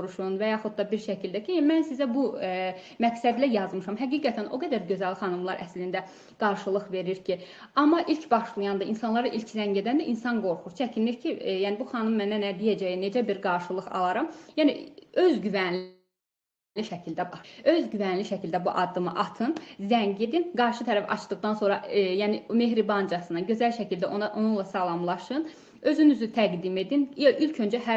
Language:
Azerbaijani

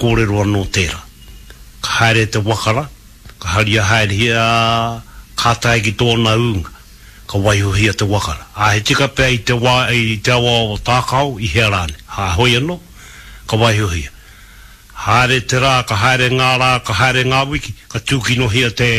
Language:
Māori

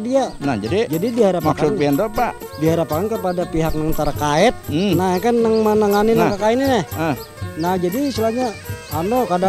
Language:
Banjar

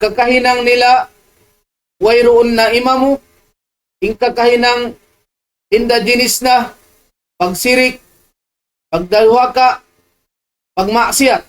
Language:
Tausug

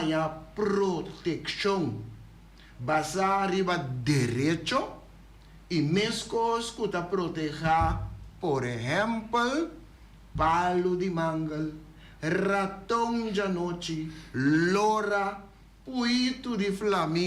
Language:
Papiamento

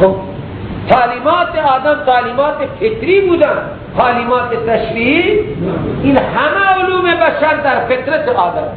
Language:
Persian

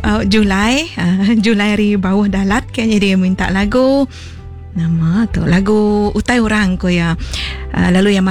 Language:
Iban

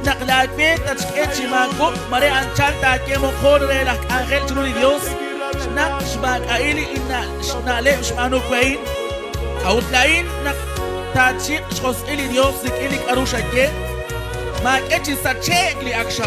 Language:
Kekchí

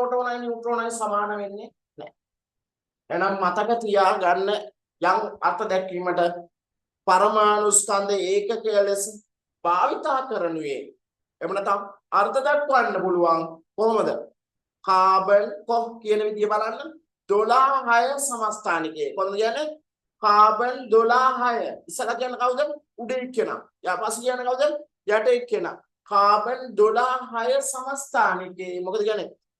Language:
Sinhala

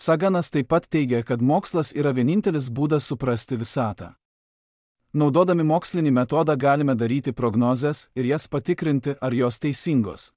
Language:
Lithuanian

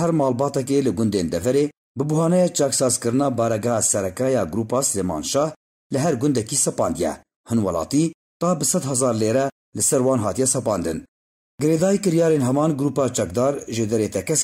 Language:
Kurdish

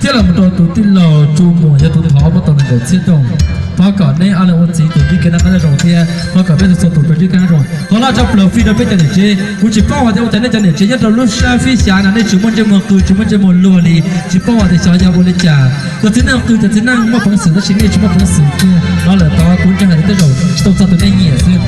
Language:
Hmong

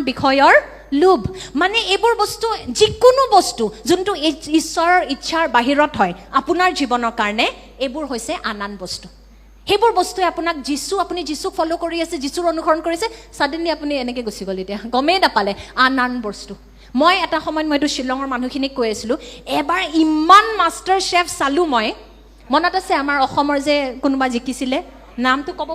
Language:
Assamese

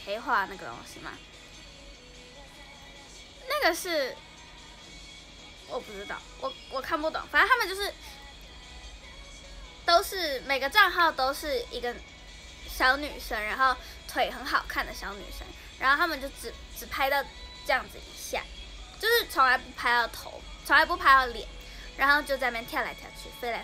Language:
Chinese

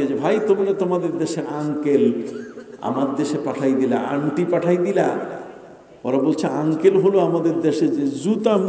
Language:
Bangla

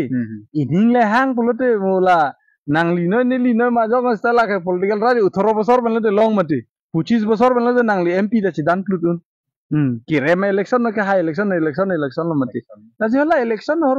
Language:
Karbi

